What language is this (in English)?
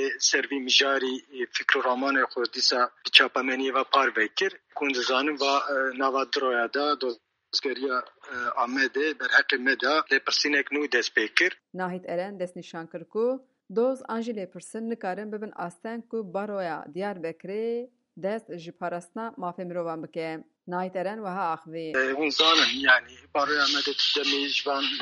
Kurdish